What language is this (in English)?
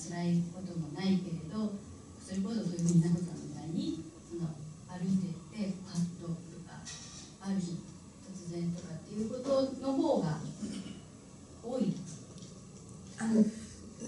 Japanese